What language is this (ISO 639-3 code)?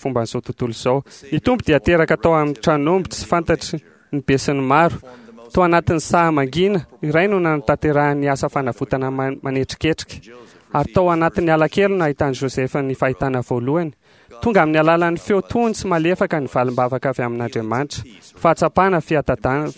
mlg